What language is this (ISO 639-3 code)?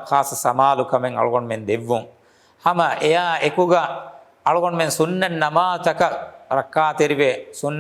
div